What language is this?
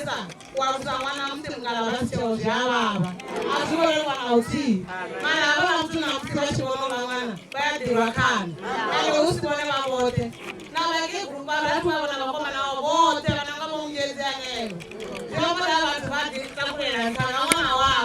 Venda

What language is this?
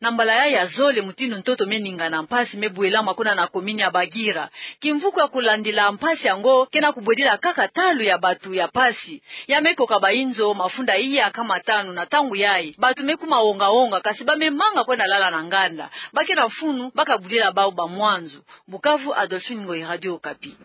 Kituba (Democratic Republic of Congo)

